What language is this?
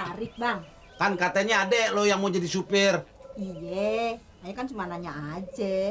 Betawi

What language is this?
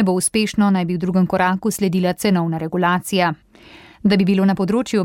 Slovenian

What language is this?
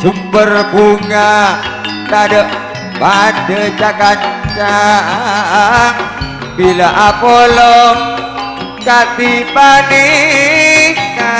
Madurese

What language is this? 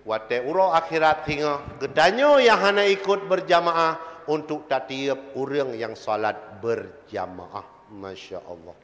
Achinese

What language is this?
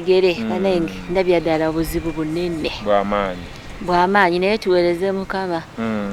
Ganda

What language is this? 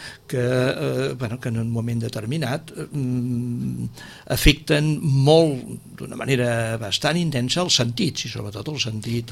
Catalan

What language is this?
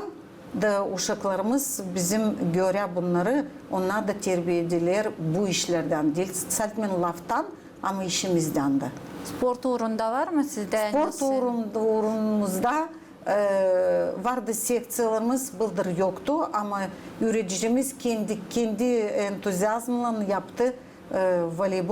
Gagauz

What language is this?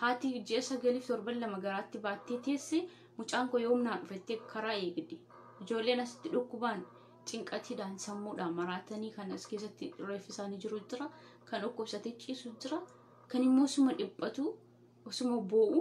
Oromo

